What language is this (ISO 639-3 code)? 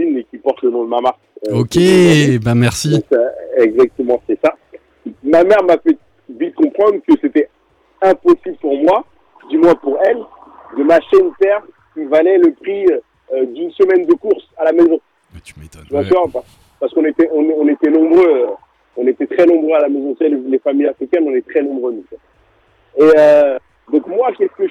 fra